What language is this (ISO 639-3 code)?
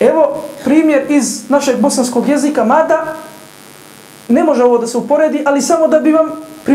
bos